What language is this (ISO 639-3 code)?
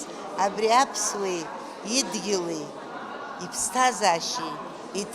abk